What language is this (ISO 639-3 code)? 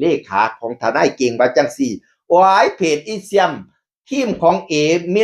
tts